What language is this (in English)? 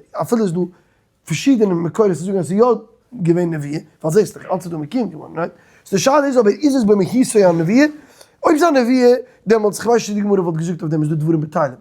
Yiddish